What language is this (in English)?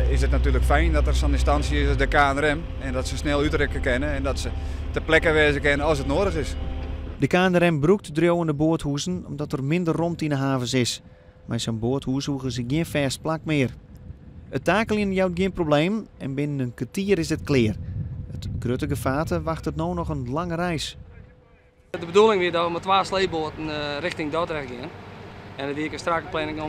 Western Frisian